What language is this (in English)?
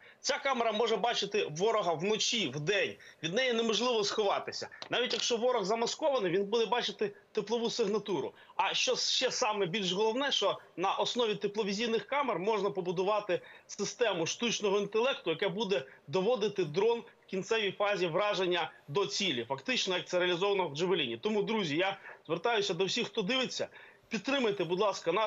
Ukrainian